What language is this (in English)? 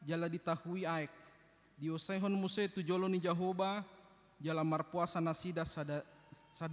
Batak Toba